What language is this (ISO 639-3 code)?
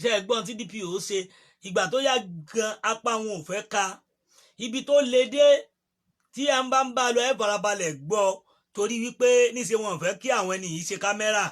yor